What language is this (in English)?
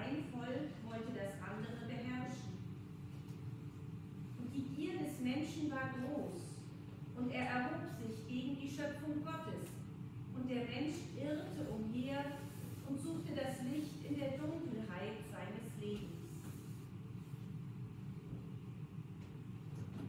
German